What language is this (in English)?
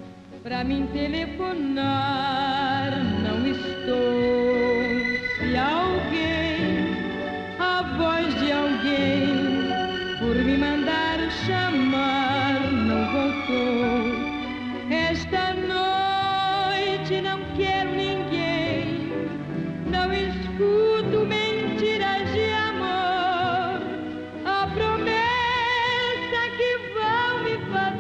Portuguese